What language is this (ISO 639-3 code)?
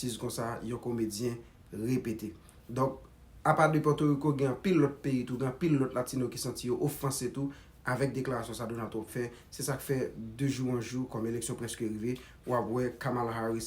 hat